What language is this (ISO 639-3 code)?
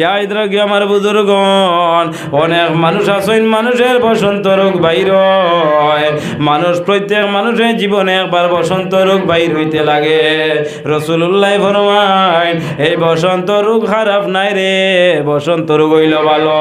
syl